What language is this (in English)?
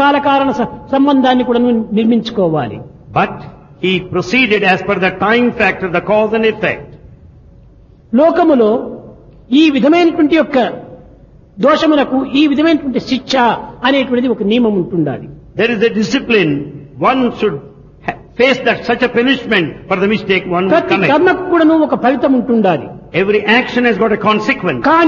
Telugu